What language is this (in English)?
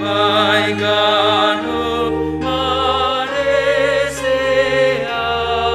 Batak Simalungun